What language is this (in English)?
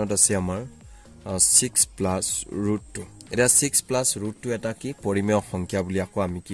Assamese